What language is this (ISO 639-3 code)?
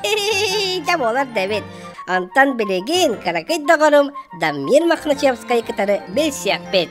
sah